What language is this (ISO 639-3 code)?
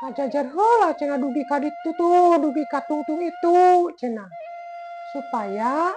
sun